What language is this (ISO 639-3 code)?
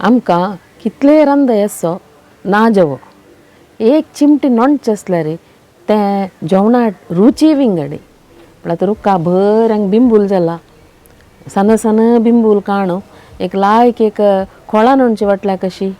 kok